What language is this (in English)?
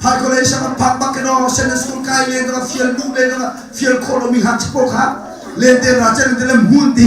Hakha Chin